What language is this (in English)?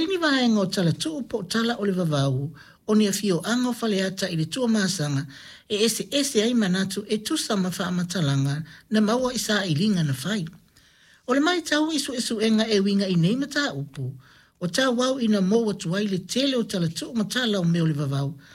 Samoan